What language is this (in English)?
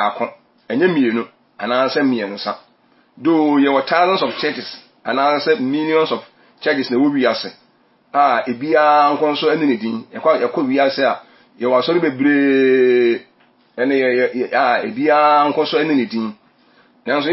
Akan